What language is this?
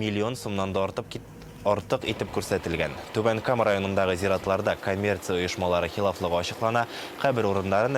Tatar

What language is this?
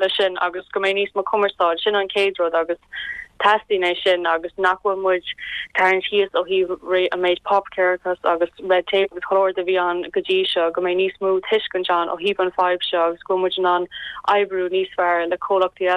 Irish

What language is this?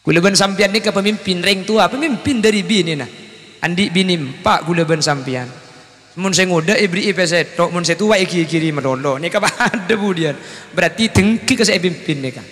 Madurese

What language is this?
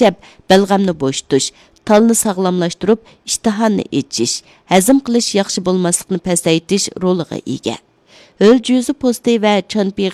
Uyghur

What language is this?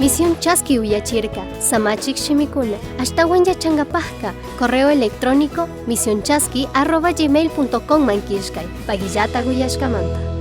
Chimborazo Highland Quichua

